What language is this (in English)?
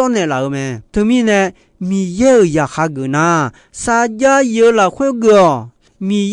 Akha